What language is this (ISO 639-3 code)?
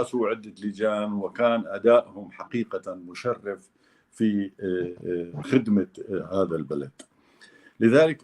apc